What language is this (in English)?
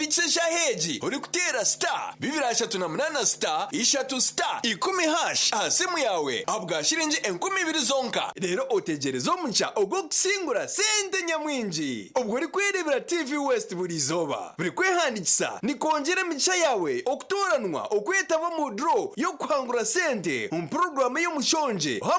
Nyankole